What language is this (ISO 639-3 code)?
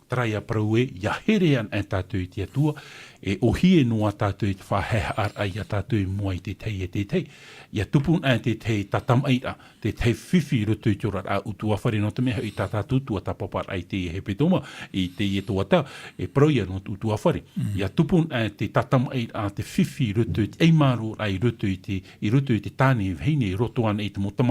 tah